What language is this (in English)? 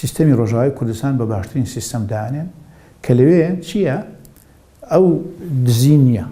Central Kurdish